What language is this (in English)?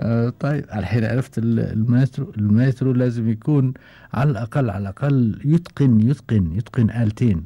Gulf Arabic